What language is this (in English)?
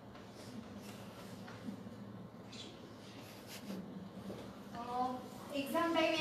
Gujarati